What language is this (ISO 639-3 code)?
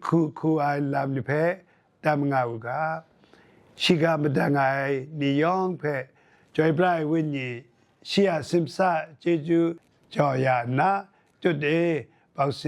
kac